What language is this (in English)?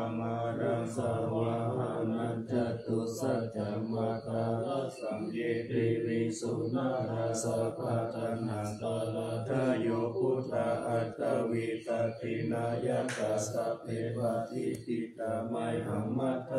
Pali